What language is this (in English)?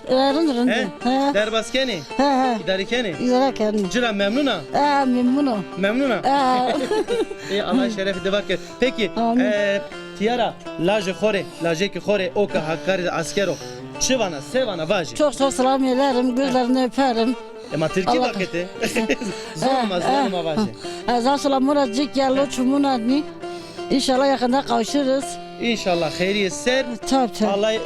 Zaza